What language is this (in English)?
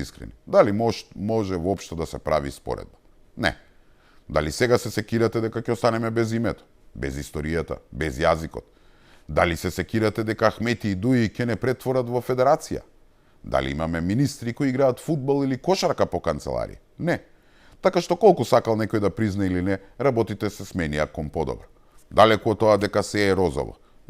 Macedonian